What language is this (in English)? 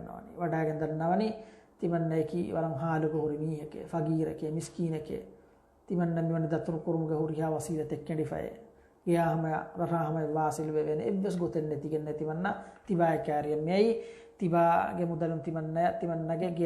Divehi